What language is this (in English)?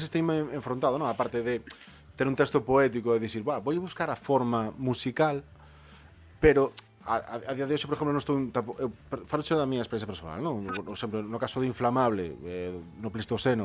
Galician